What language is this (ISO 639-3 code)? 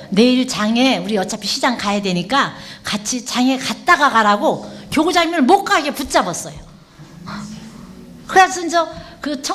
kor